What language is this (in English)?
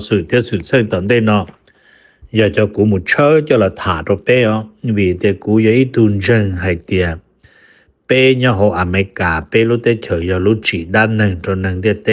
Hmong